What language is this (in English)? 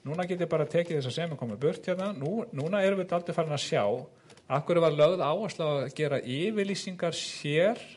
Icelandic